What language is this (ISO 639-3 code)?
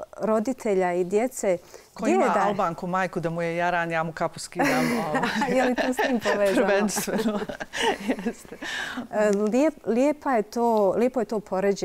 bos